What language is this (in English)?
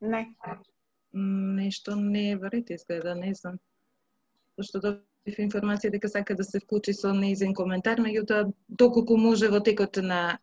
Macedonian